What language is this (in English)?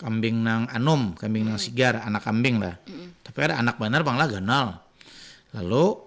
Banjar